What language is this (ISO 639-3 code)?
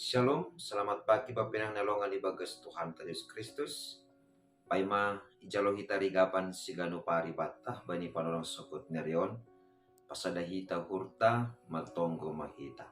bts